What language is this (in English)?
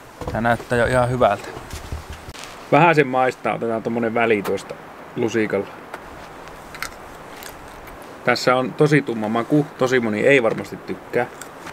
Finnish